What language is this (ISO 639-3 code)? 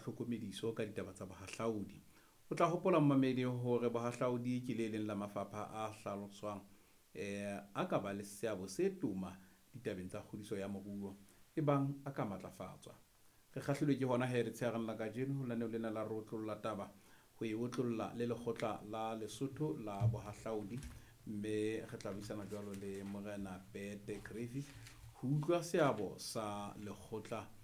sot